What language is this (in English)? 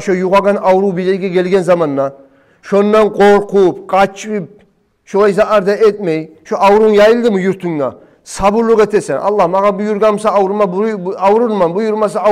Kumyk